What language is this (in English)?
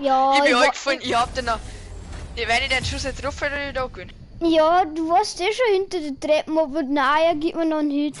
Bavarian